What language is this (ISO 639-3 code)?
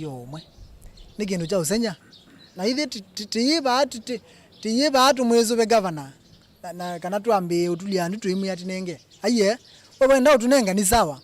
kam